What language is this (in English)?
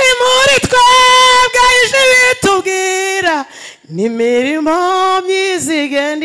Kinyarwanda